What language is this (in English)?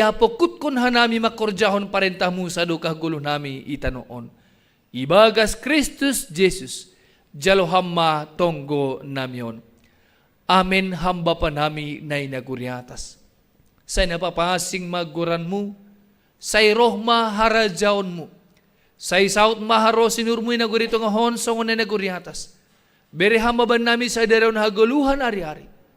Batak Simalungun